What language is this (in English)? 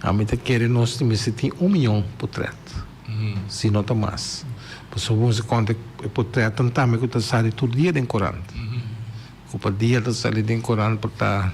Papiamento